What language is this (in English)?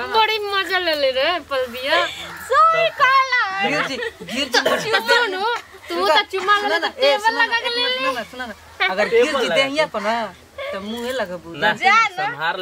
Bhojpuri